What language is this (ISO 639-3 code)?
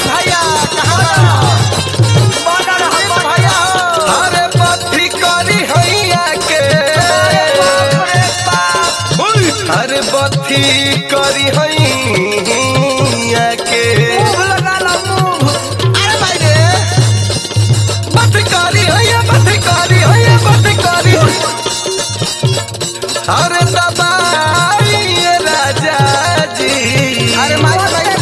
bho